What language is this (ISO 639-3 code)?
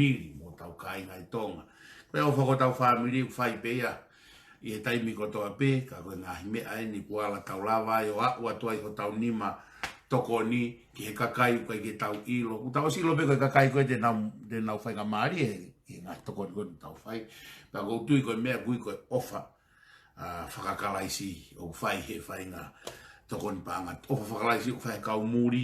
ton